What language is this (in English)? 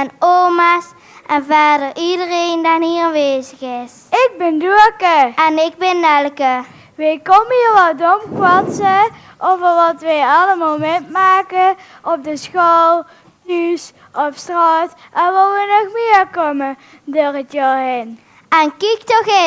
Limburgish